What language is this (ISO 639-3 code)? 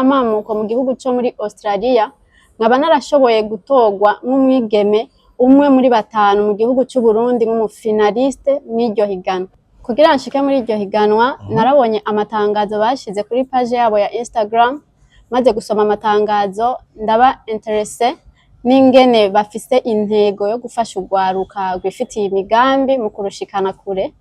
run